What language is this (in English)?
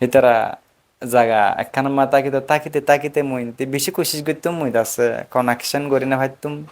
Rohingya